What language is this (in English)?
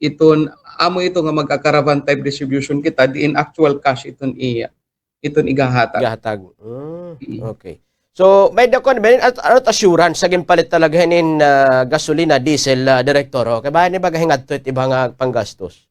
Waray